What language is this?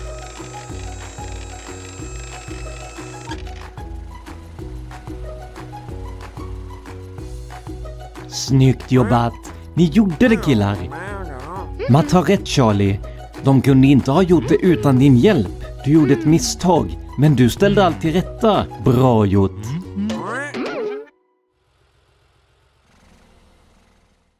Swedish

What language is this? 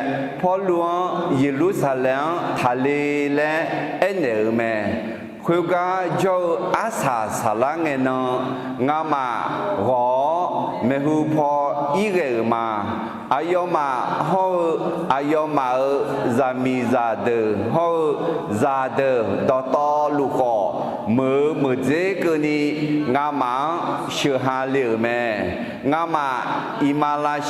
Akha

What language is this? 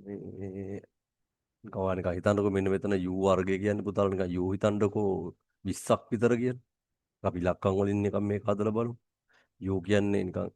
Sinhala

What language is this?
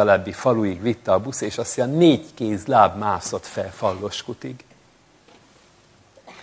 Hungarian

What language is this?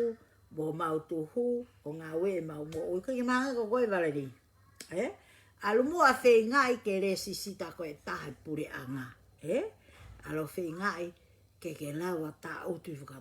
Tongan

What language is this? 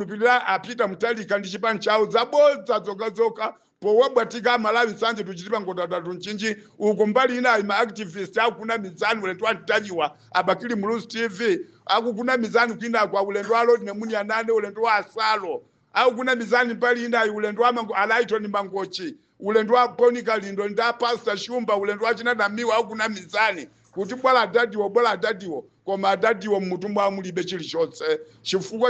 Nyanja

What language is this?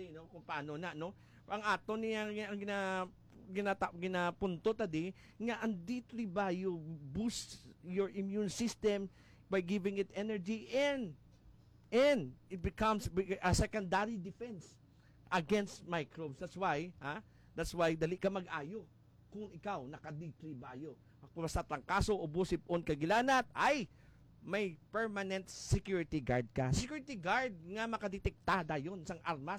Hiligaynon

